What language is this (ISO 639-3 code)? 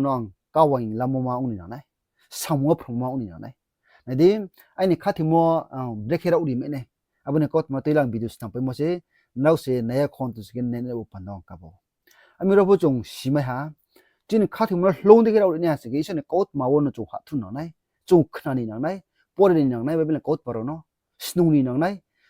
ria